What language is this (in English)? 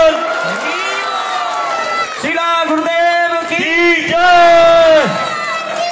Hindi